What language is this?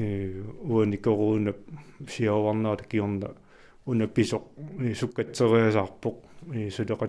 Kalaallisut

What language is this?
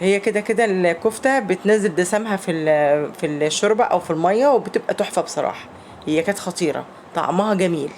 Egyptian Arabic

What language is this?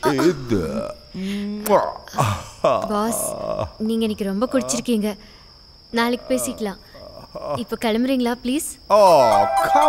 Tamil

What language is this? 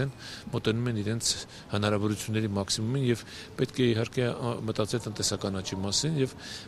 Armenian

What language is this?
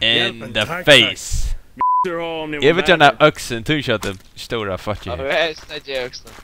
Faroese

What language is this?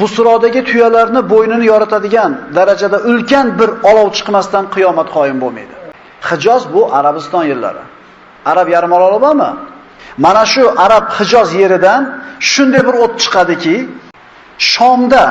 Uzbek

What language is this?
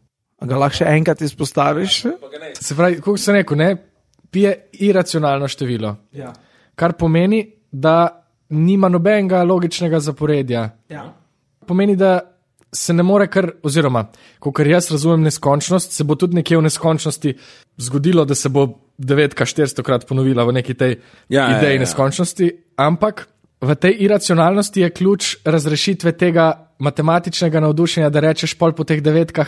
Slovenian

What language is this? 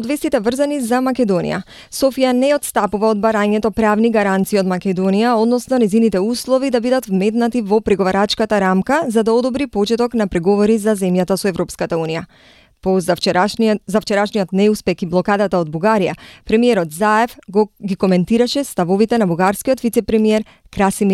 Macedonian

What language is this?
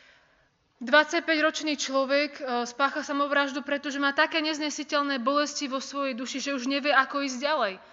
Slovak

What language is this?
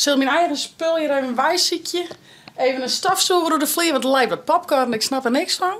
Western Frisian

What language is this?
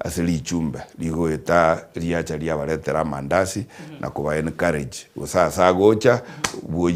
Gusii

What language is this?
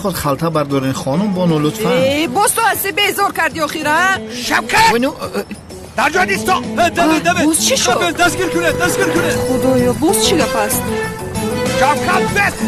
Tajik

